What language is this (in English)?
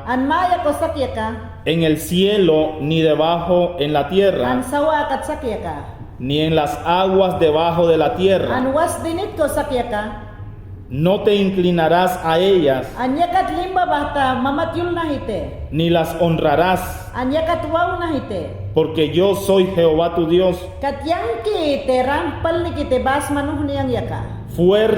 Mayangna